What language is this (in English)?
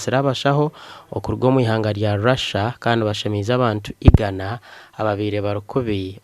Nyankole